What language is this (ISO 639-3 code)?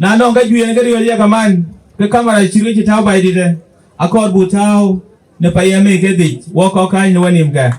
din